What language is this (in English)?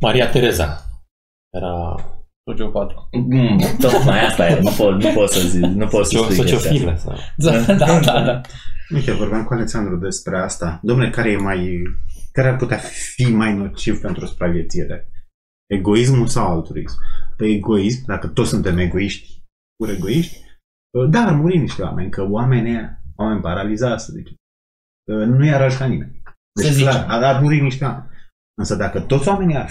Romanian